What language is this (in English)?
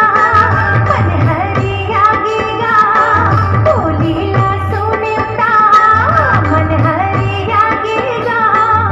Chhattisgarhi